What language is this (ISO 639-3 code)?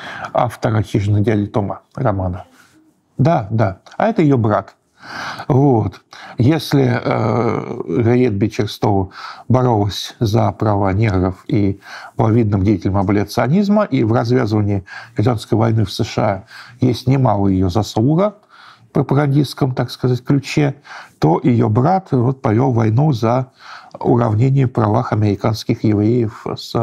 rus